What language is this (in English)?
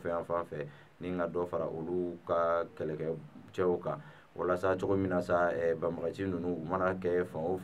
Bambara